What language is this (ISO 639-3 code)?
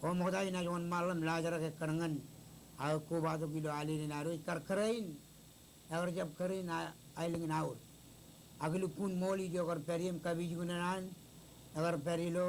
mah